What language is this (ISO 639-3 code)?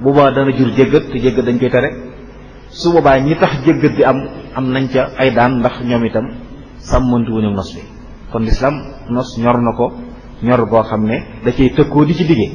wol